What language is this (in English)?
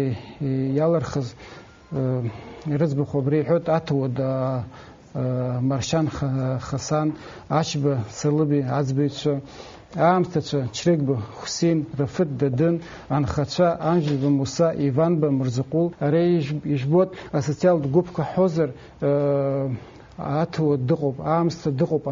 Abkhazian